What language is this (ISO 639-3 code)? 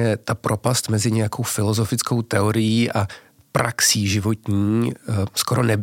ces